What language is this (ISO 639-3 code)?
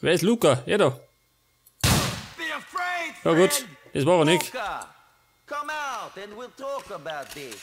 bar